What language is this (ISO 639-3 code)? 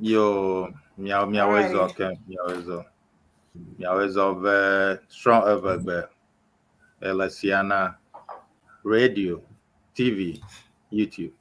ewe